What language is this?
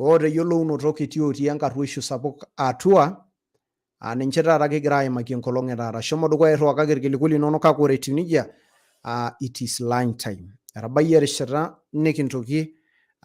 Masai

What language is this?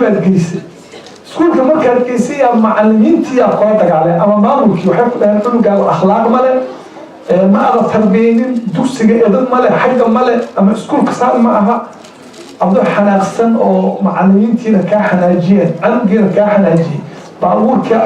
Somali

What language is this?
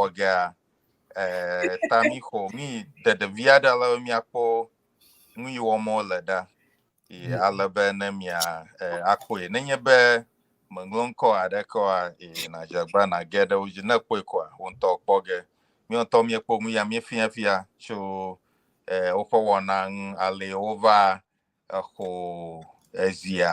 Ewe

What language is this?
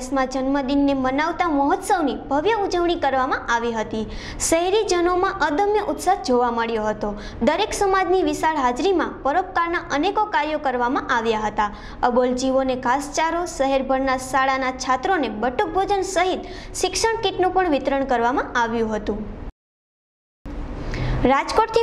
Gujarati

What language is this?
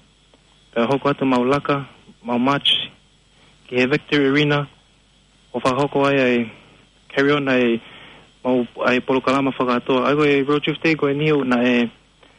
Tongan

